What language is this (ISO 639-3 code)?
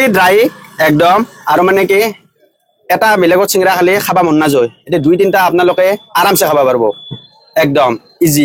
asm